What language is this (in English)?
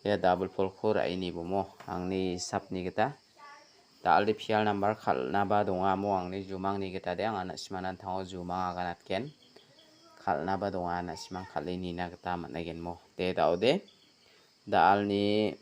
Garo